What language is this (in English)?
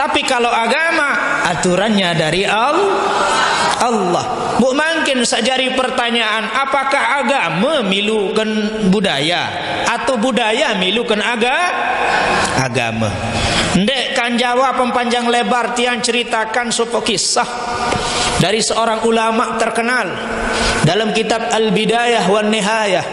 Sasak